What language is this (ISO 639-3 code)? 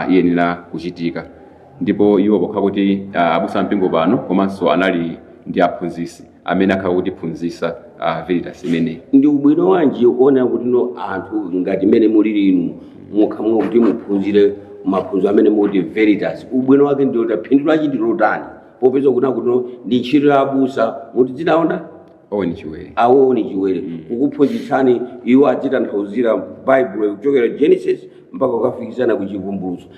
nya